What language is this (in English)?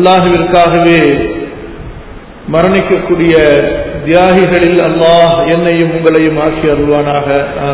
Tamil